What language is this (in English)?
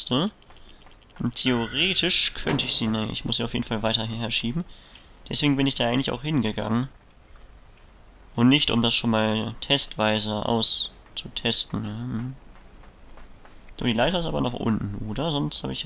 German